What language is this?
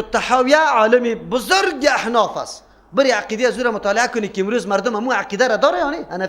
Persian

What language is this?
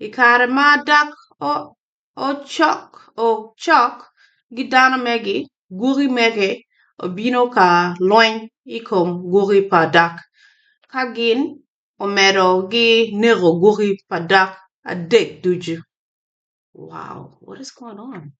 Acoli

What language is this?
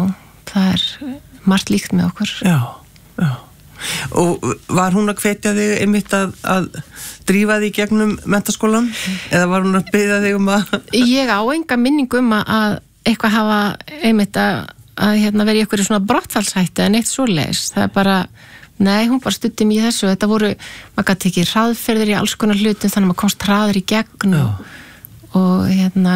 Icelandic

